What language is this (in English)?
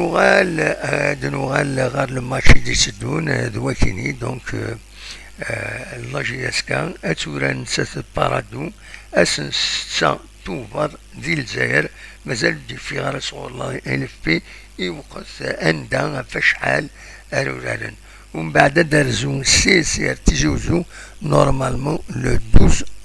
Kabyle